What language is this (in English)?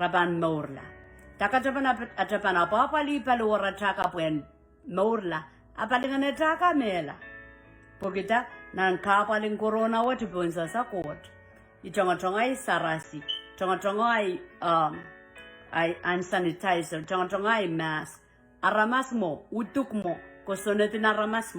Pohnpeian